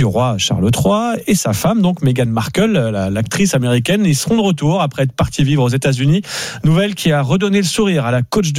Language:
French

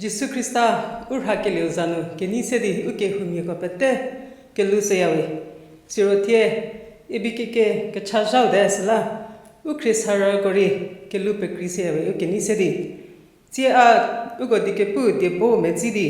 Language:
Angami Naga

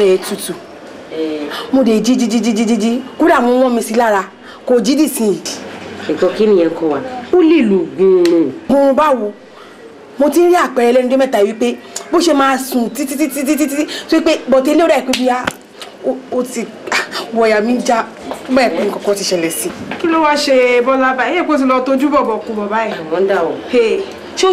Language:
Yoruba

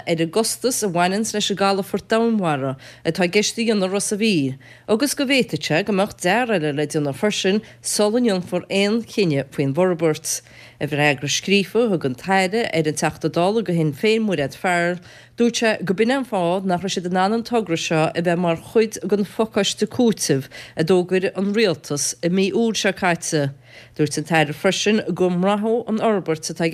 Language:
Irish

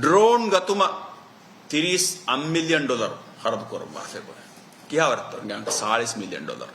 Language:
Divehi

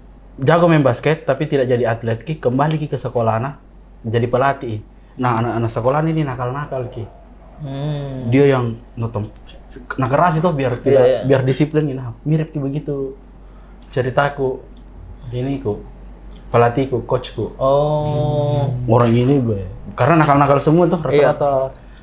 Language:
Makassar Malay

